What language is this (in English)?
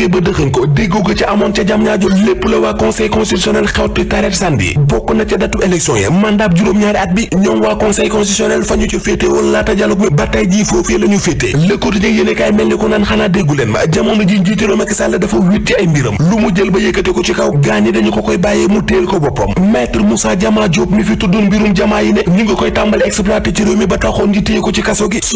Wolof